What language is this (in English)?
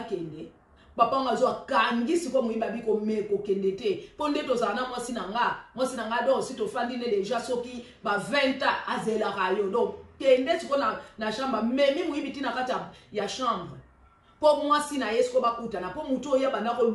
Lingala